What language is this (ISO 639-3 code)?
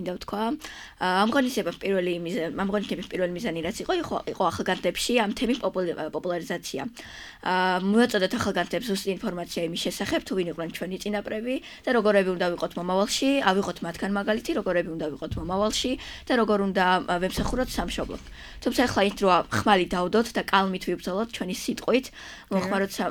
kat